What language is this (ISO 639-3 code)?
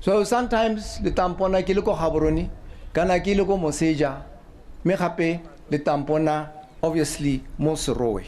tsn